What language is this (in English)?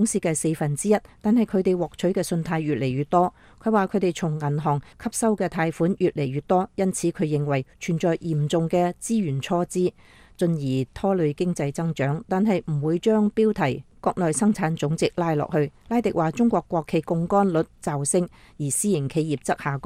Cantonese